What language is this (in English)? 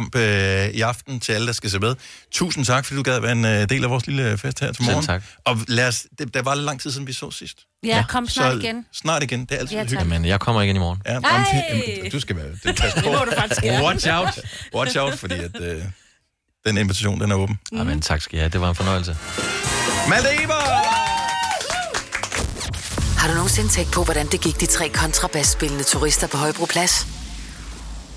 Danish